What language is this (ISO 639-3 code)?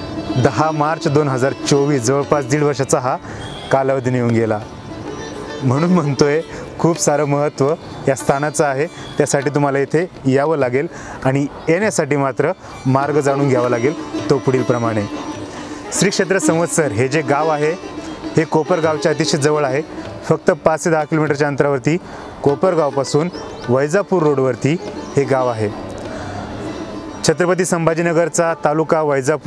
mar